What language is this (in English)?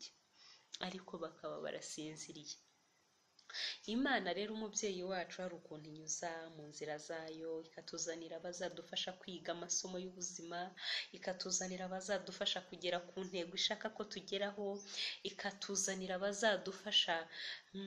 Kinyarwanda